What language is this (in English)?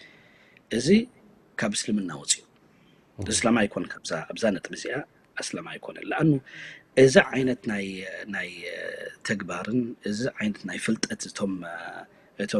Tigrinya